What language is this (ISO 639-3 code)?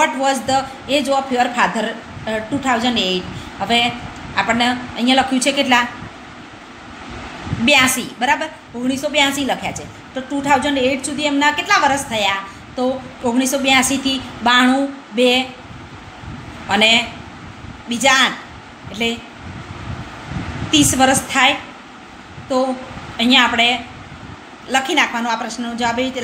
guj